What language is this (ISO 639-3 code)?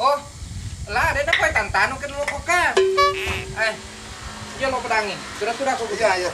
bug